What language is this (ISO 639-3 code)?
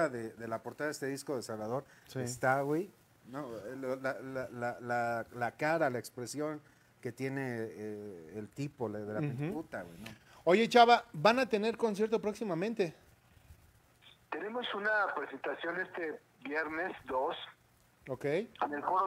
spa